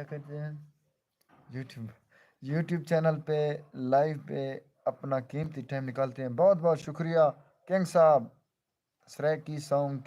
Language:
Saraiki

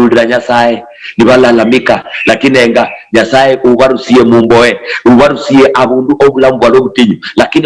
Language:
Luyia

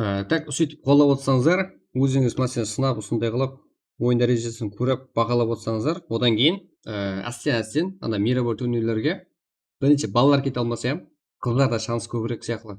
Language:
Kara-Kalpak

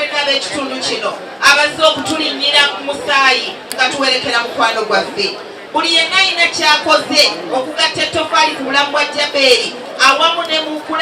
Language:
Ganda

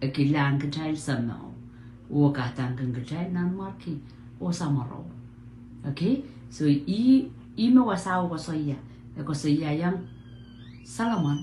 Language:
Pohnpeian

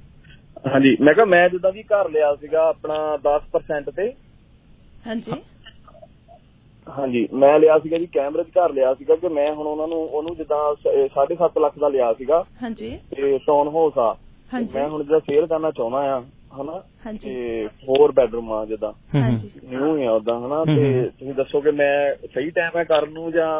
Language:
Punjabi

